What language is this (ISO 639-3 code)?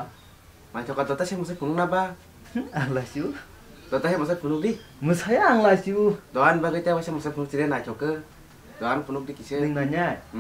trp